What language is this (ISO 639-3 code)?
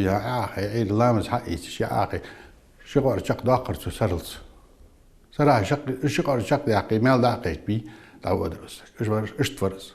inh